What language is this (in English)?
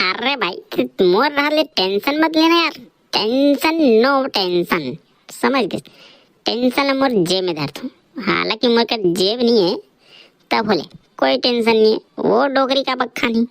Chhattisgarhi